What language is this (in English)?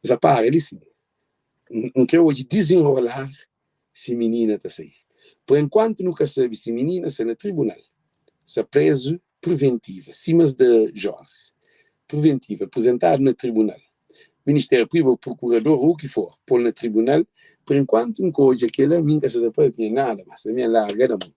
Kabuverdianu